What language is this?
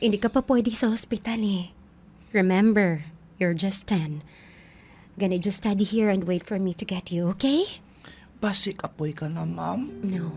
Hiligaynon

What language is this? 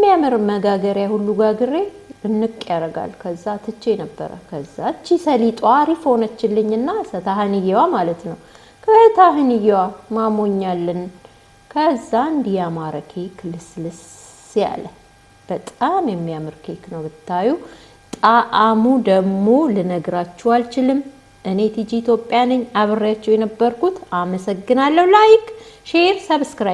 Amharic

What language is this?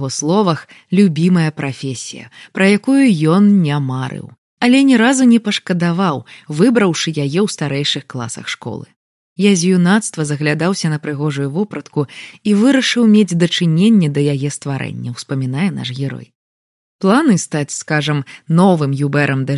Belarusian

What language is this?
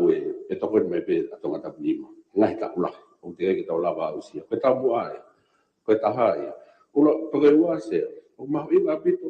Tongan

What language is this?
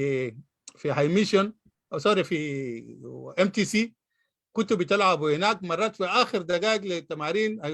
Sudanese Arabic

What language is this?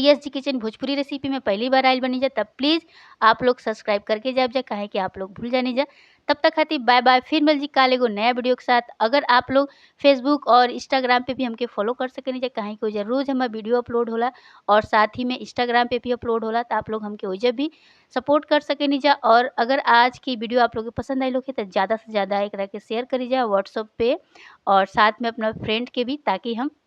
Bhojpuri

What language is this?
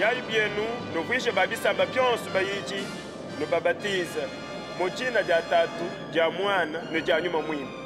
Luba-Lulua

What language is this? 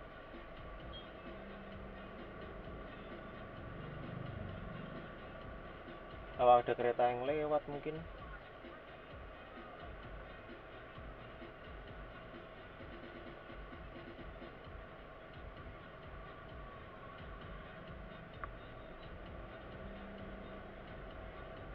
Indonesian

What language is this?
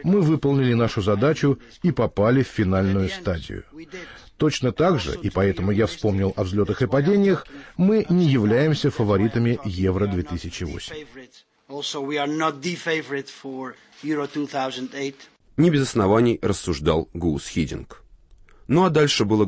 Russian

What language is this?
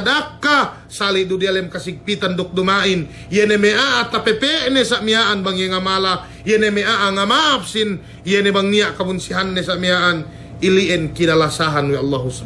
Yakan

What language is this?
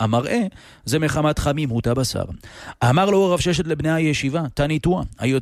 Hebrew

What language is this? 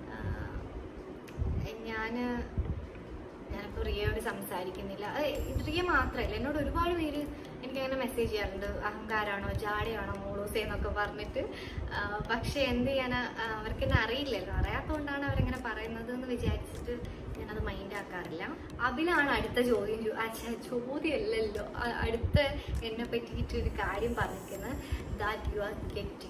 Malayalam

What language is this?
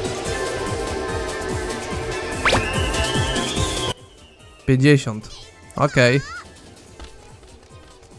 Polish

